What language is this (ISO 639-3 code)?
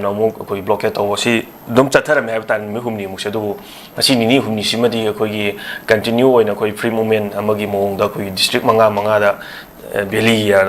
mni